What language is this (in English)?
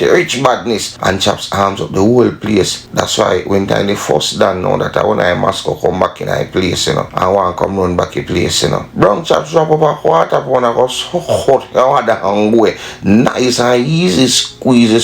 Jamaican Creole English